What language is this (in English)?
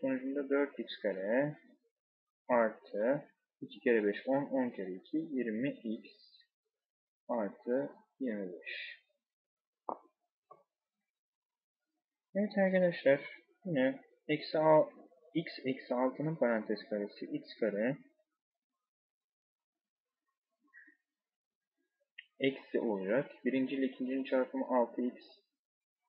Turkish